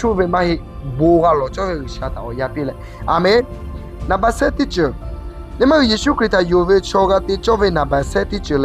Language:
Lahu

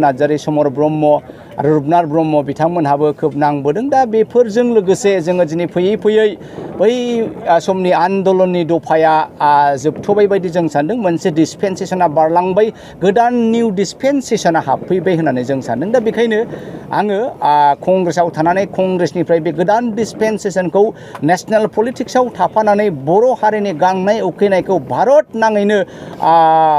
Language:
Bodo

